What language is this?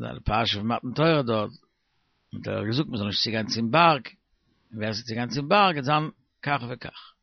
Yiddish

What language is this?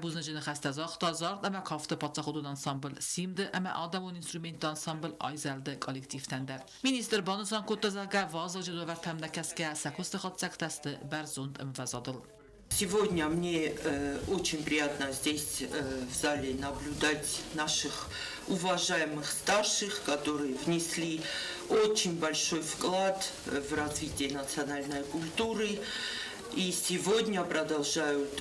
Ossetic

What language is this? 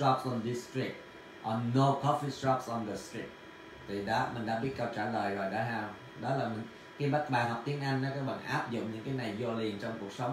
Vietnamese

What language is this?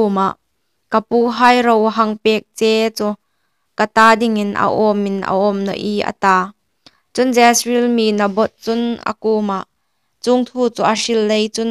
Hmar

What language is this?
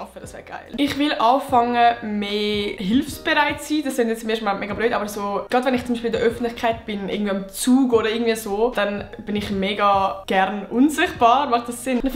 Swiss German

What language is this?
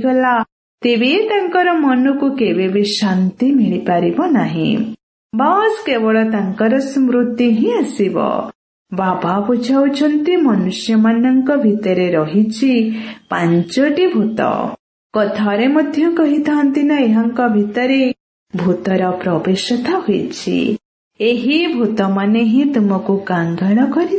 Odia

